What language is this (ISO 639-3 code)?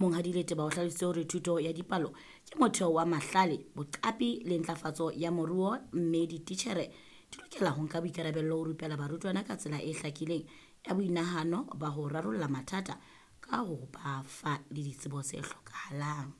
sot